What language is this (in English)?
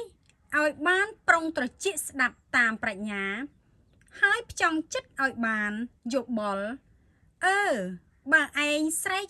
Khmer